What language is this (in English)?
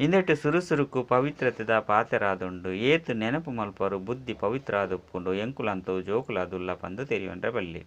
Tulu